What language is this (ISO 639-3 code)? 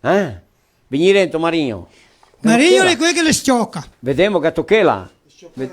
vec